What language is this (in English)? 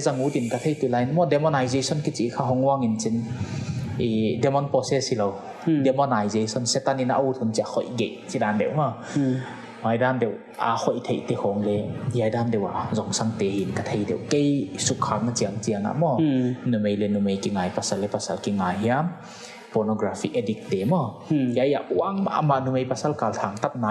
Paite Chin